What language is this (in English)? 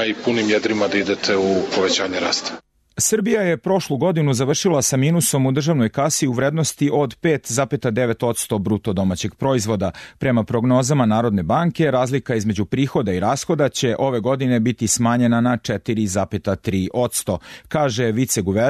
Serbian